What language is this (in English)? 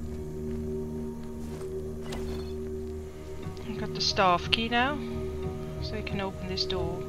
English